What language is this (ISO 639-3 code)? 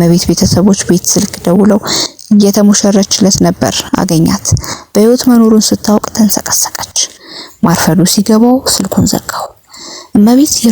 amh